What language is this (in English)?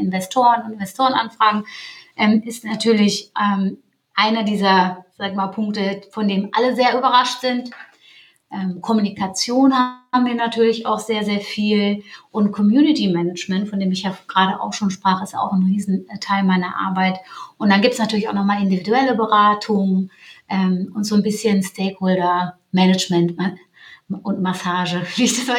German